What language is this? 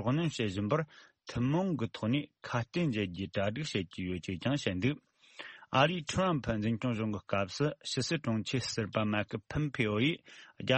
Tibetan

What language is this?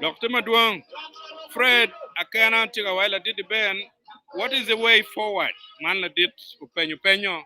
Acoli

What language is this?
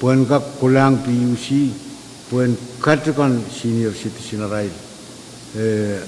Pohnpeian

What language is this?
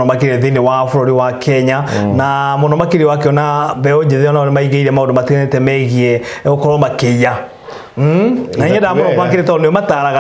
Kikuyu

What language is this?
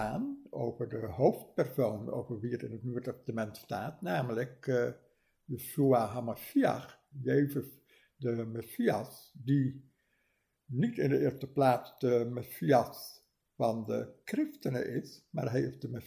Dutch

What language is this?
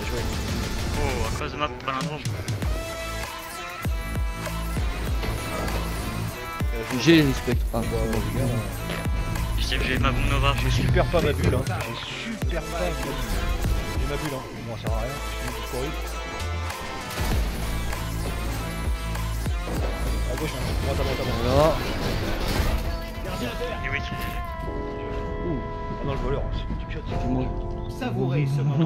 French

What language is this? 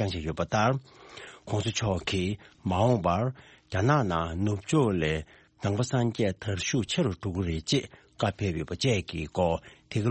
Tibetan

